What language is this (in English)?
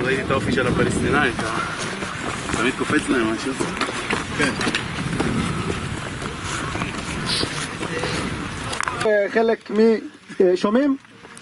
Hebrew